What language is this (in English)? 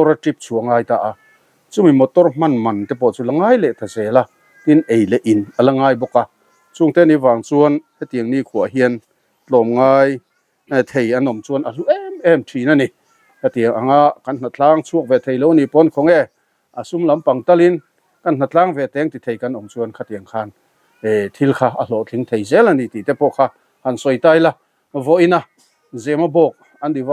Mizo